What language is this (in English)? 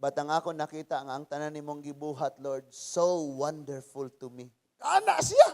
Cebuano